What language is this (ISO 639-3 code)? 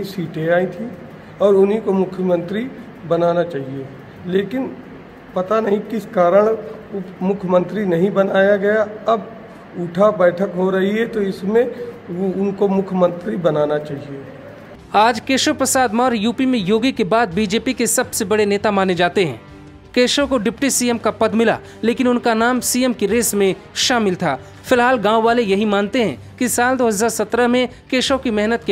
hin